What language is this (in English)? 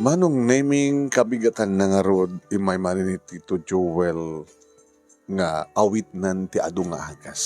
Iloko